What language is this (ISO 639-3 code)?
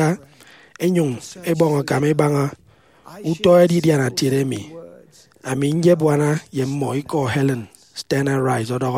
efi